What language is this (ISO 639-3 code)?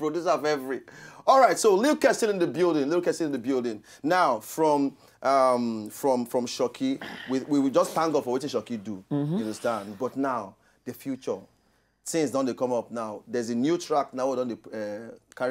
pcm